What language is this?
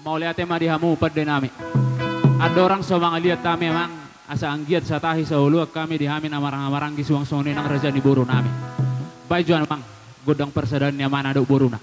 Batak Toba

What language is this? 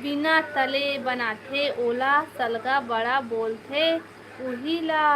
Chhattisgarhi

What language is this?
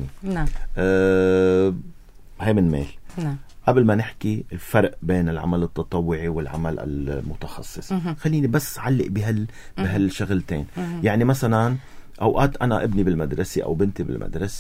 North Levantine Arabic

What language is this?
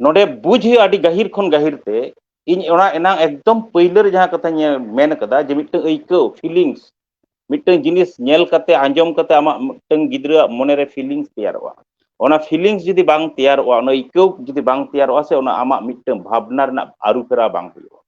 Santali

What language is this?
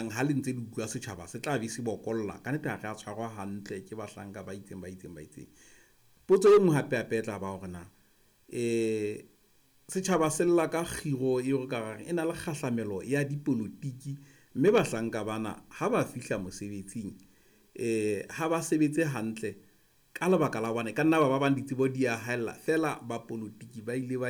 Southern Sotho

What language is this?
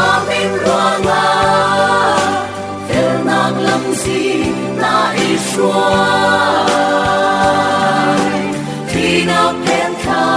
Falam Chin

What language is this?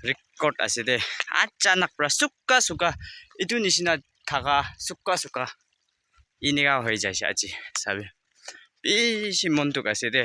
Naga Pidgin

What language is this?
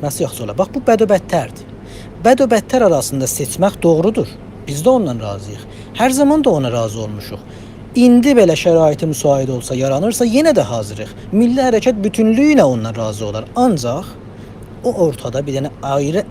South Azerbaijani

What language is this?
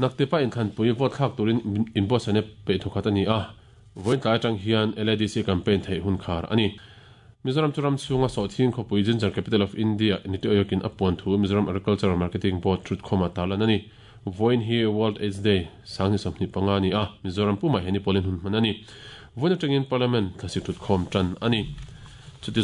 Mizo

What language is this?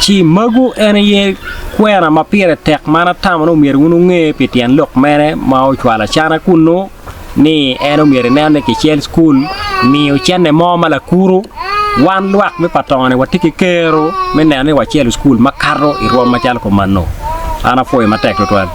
Acoli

